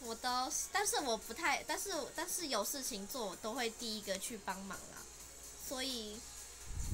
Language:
Chinese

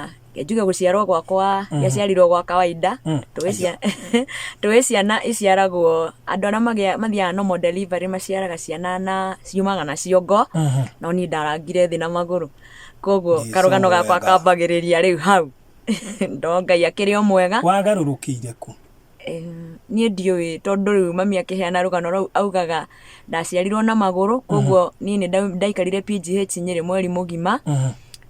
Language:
Kikuyu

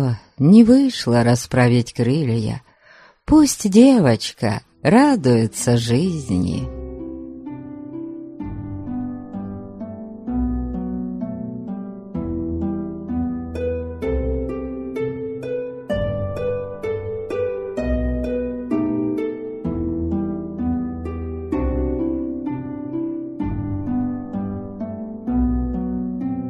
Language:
Russian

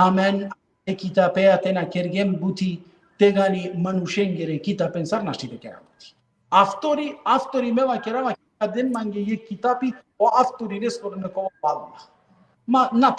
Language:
Balkan Romani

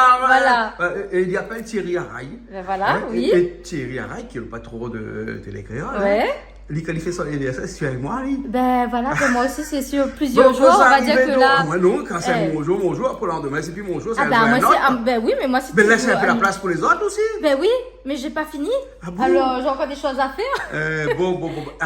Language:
Réunion Creole French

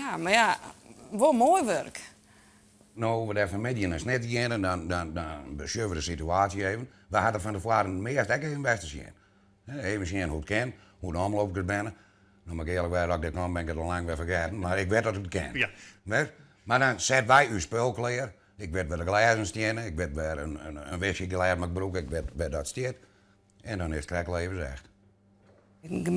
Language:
Western Frisian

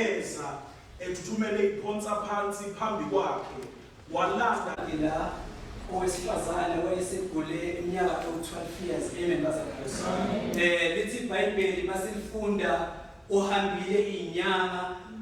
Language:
Zulu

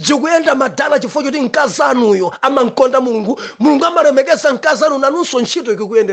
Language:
Nyanja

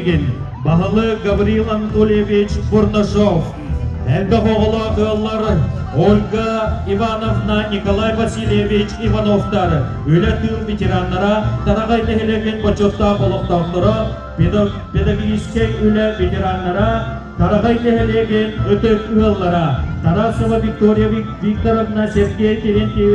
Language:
Yakut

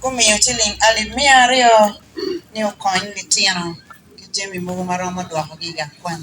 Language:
Acoli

